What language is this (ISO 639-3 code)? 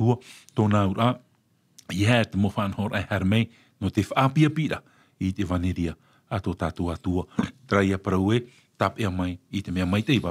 tah